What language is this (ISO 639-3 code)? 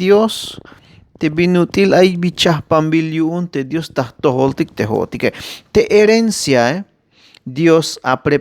tzh